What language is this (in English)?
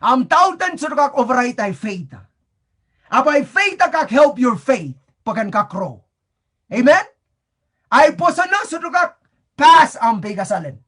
Pohnpeian